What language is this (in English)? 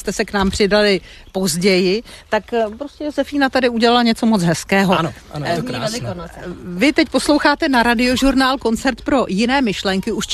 Czech